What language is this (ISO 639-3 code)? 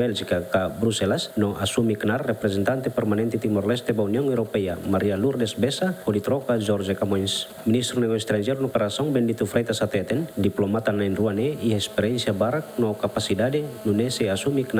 tet